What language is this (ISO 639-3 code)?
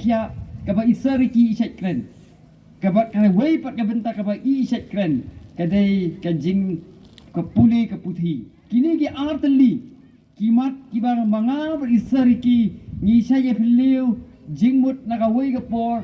kha